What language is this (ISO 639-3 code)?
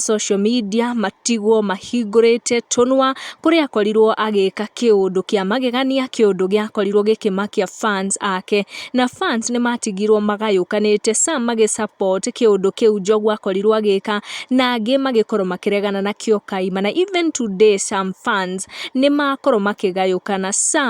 kik